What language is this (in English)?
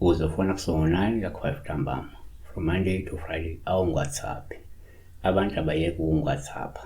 Zulu